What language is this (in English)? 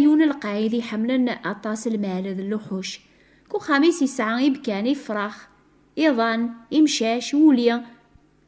Kabyle